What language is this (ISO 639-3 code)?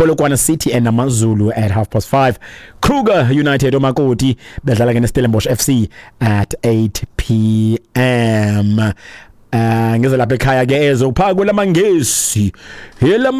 xho